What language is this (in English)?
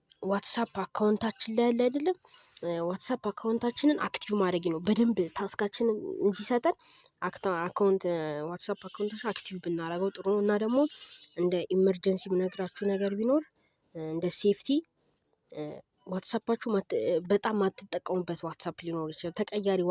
Amharic